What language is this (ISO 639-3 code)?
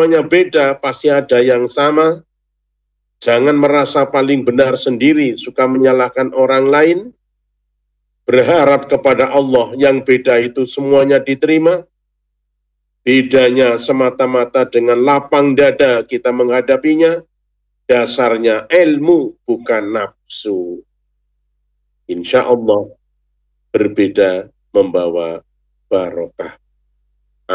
ind